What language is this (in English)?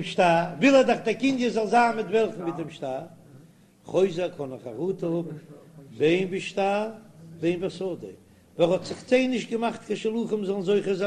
Yiddish